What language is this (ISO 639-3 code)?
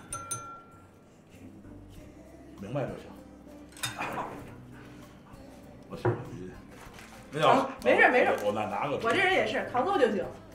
zho